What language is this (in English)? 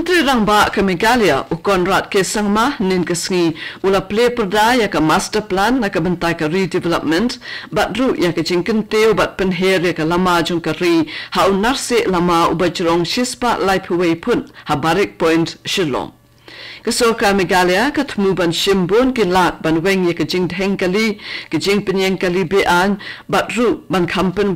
Khasi